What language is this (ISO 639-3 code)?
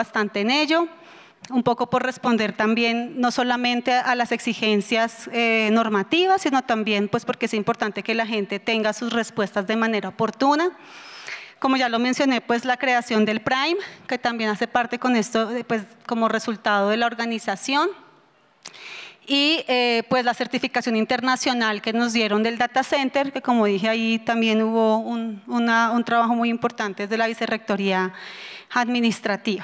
spa